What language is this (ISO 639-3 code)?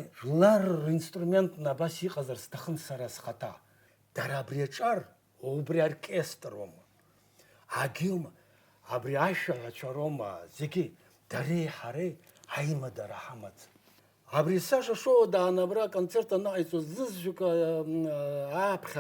abk